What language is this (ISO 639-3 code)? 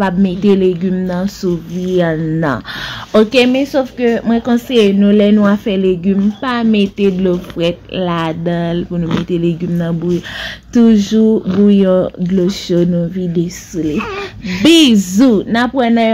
hat